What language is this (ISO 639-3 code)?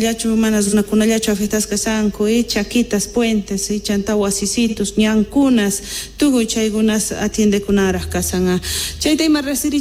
quh